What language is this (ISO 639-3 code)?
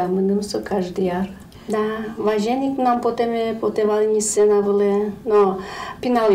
udm